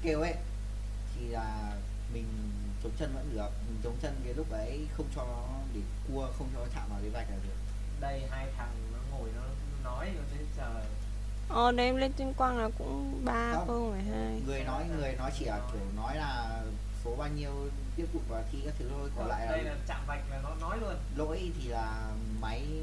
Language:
Vietnamese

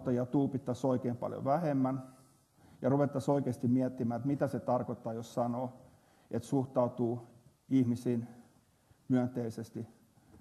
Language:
Finnish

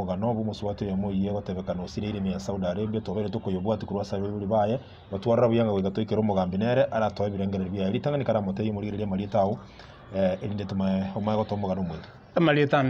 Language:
Gusii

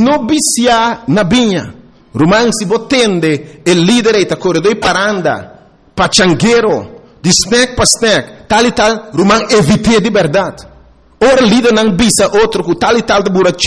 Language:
Papiamento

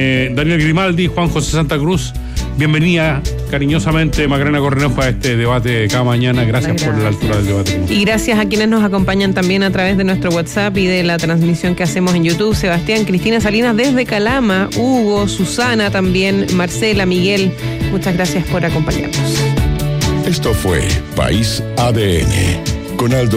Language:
Spanish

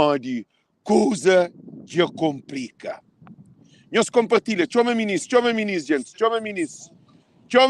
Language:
Kabuverdianu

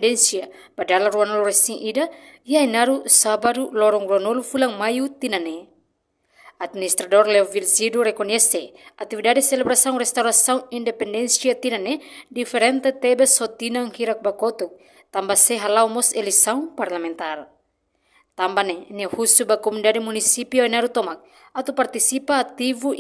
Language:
Tetum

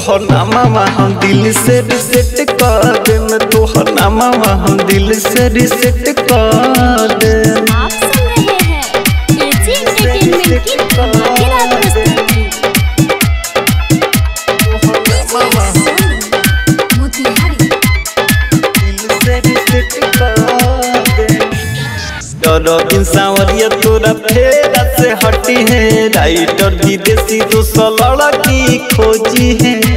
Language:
Bhojpuri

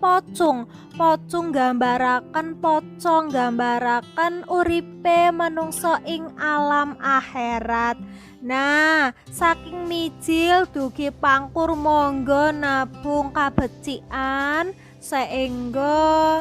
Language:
Javanese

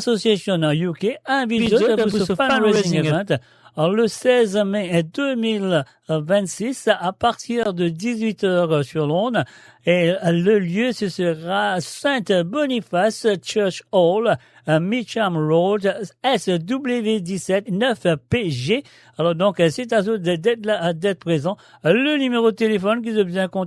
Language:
Morisyen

